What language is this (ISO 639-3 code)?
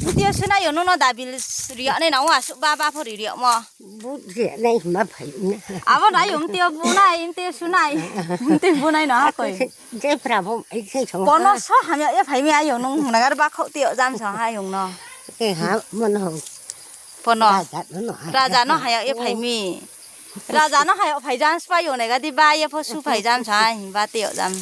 ria